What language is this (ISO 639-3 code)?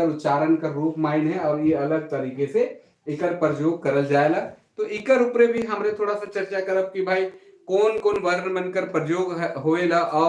sck